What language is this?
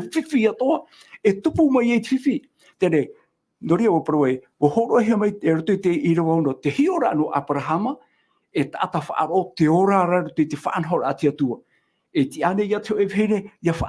Tahitian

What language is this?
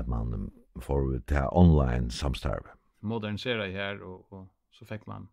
Faroese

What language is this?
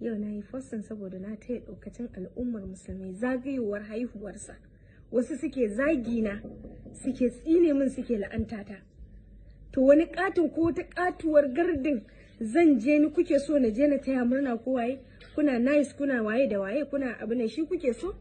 Hausa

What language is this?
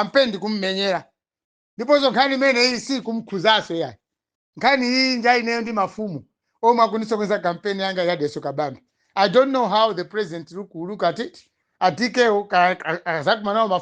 Nyanja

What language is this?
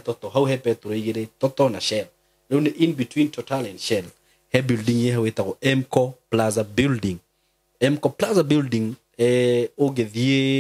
Kikuyu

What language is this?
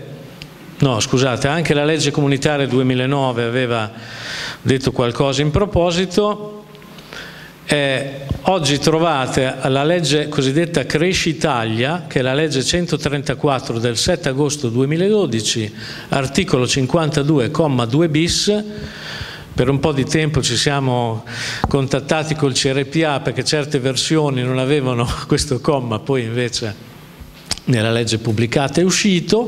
Italian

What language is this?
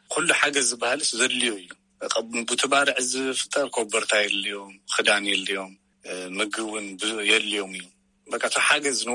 Tigrinya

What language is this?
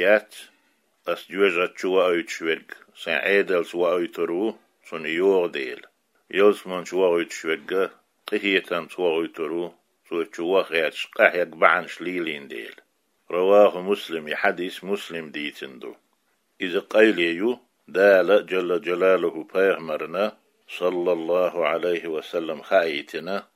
Chechen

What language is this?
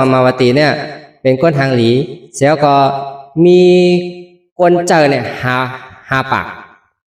Shan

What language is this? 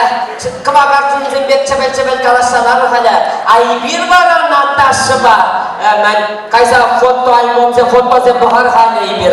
Chuvash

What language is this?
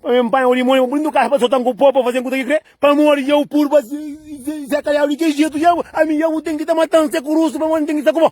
Kabuverdianu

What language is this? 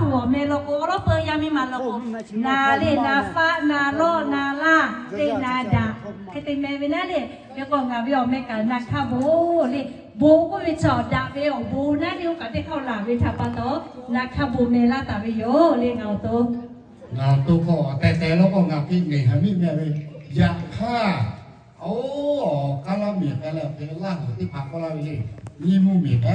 Lahu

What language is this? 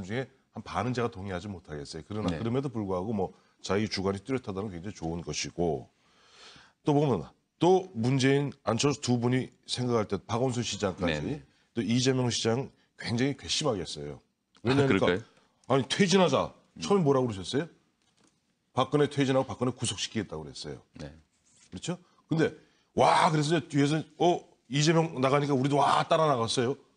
Korean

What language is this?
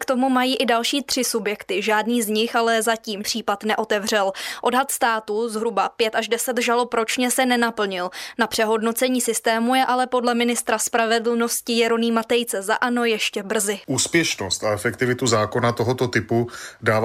Czech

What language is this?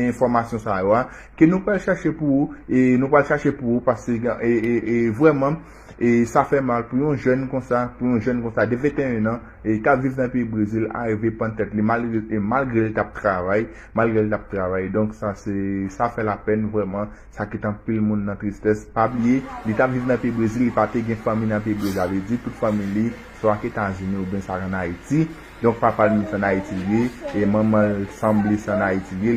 Haitian Creole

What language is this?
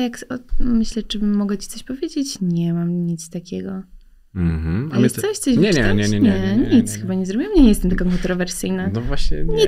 Polish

